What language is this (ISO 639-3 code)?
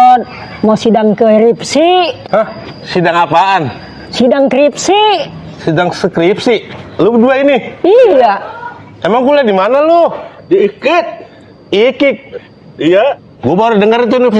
bew